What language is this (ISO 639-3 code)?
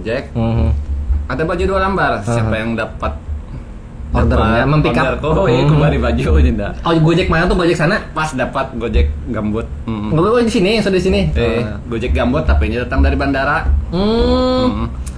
bjn